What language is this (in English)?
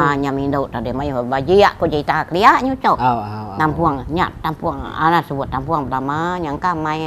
Iban